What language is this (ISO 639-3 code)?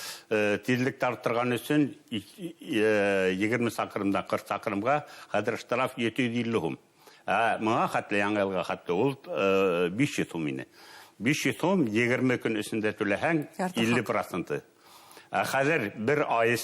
bak